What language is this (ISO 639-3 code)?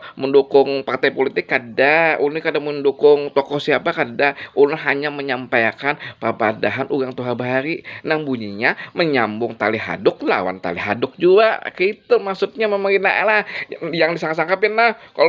bjn